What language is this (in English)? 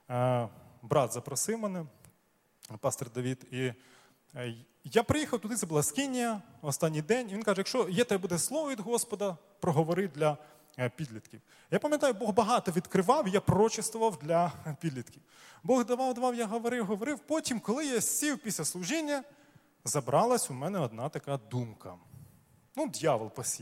Ukrainian